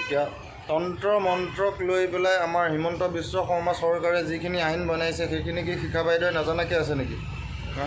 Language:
Assamese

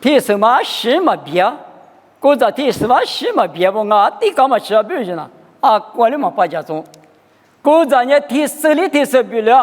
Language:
Lisu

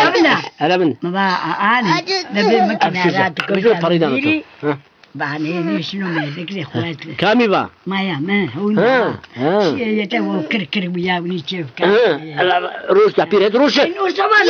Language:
Zaza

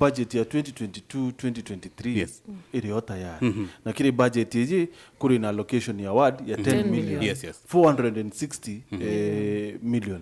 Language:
Meru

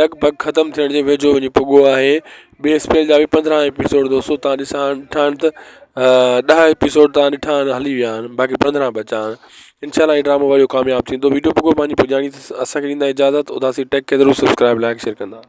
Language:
Sindhi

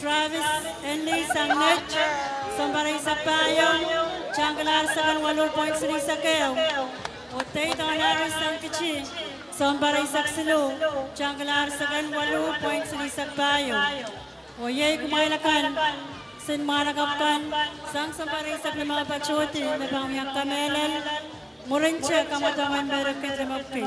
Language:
Pohnpeian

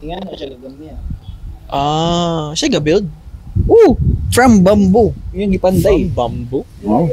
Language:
Cebuano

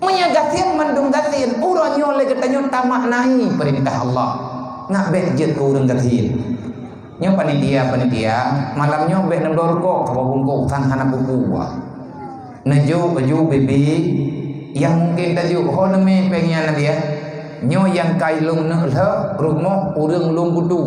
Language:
Achinese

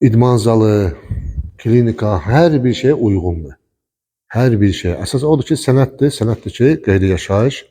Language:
Azerbaijani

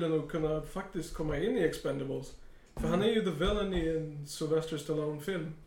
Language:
Swedish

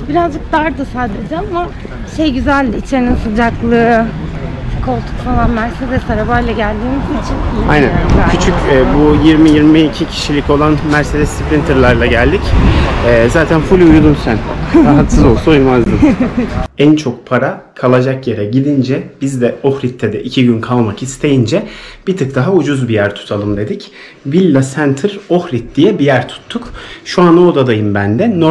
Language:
Turkish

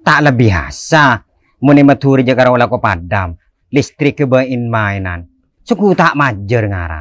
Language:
Madurese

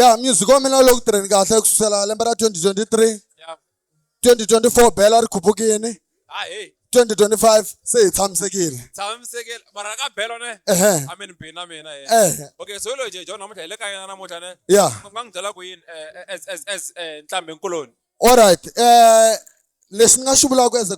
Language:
Tsonga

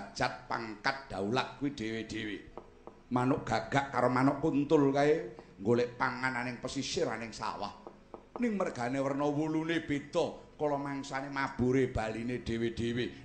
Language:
Javanese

